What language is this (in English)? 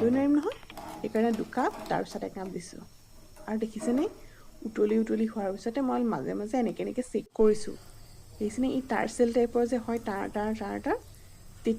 Assamese